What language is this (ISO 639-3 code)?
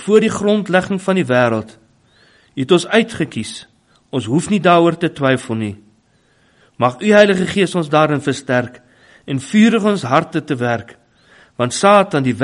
afr